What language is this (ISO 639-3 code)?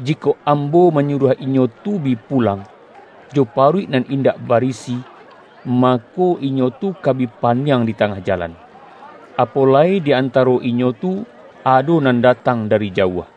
min